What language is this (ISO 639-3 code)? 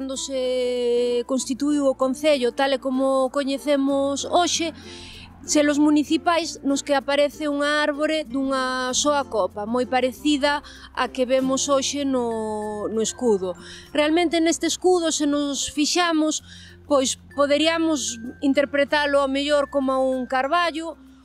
glg